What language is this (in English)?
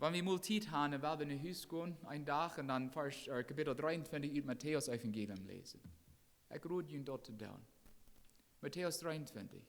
Plautdietsch